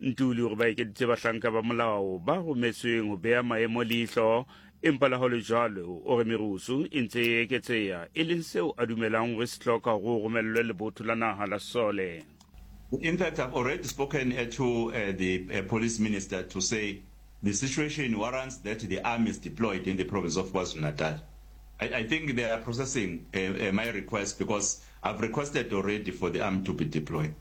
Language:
Southern Sotho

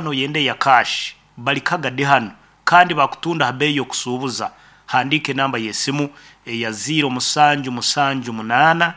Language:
Nyankole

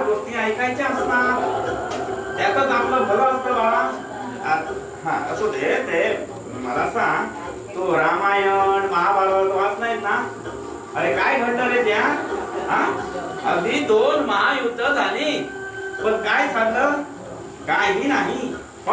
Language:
Marathi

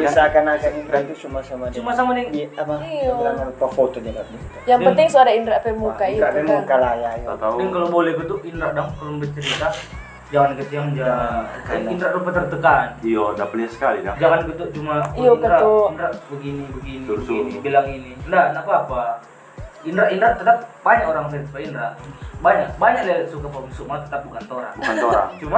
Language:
Manado Malay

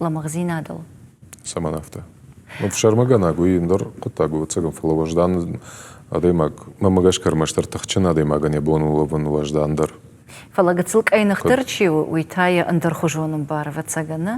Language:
Ossetic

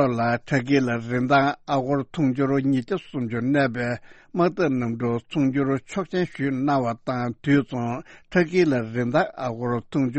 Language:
Tibetan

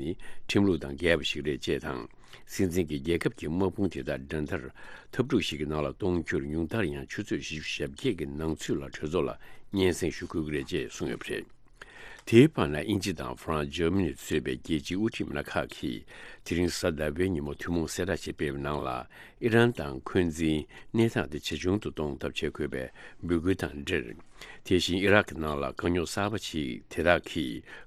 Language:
Tibetan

